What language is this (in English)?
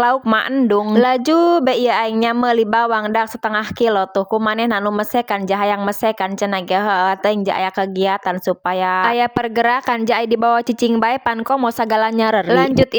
Sundanese